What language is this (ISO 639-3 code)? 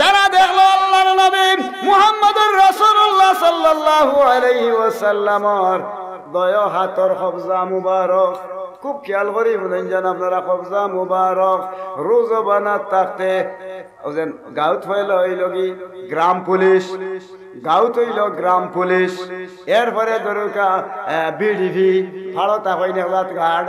syl